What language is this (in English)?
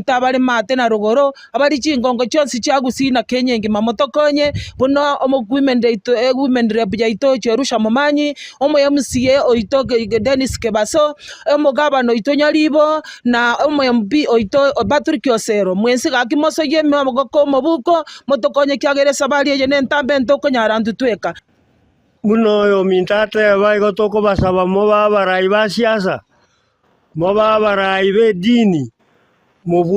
Gusii